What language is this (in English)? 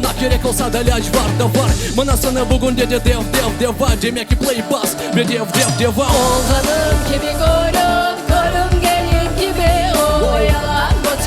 Crimean Tatar